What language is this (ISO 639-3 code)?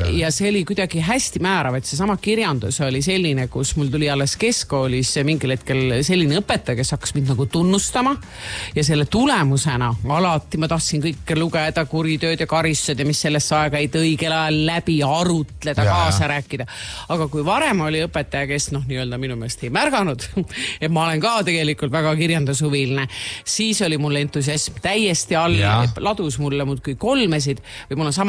est